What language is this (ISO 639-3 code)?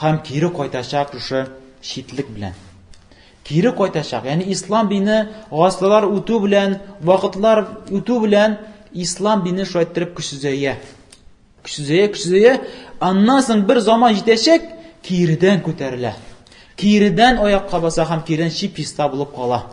tat